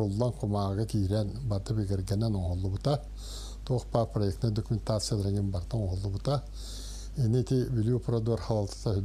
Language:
Yakut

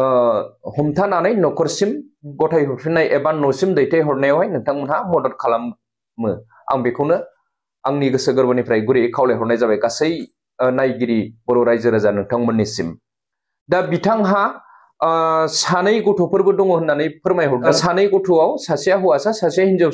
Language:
Bodo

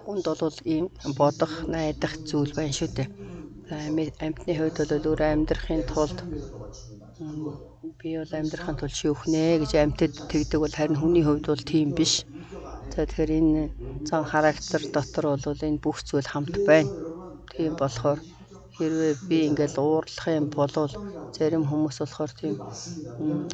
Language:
Mongolian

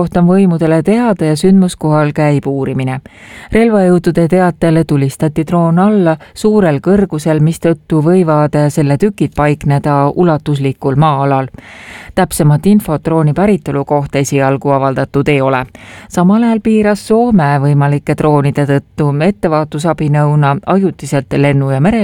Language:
Estonian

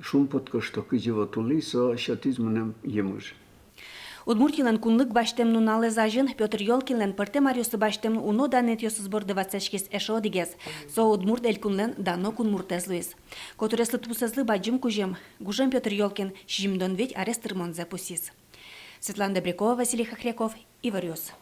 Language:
Udmurt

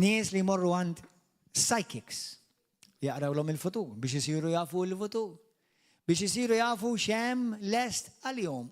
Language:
Maltese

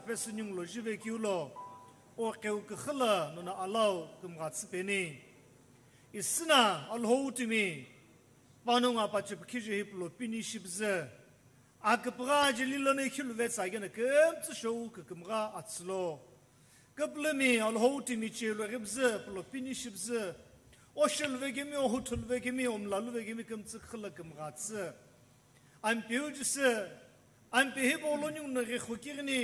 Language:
Sumi Naga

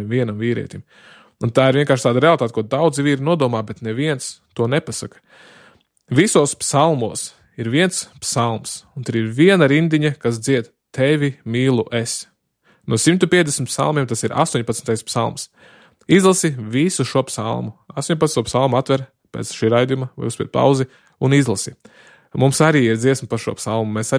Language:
Latvian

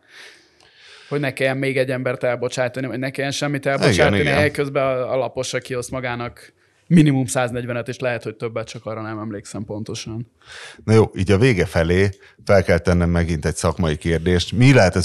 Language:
Hungarian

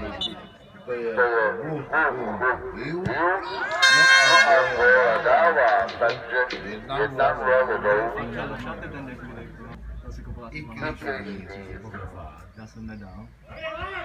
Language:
Czech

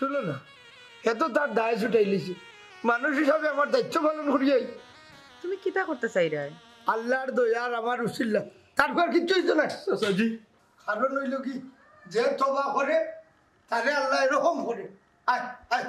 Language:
Sylheti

